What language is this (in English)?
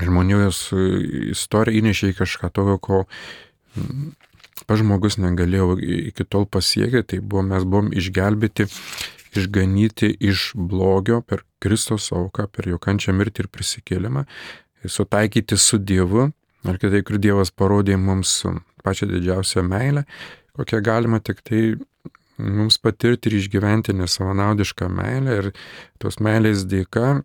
Lithuanian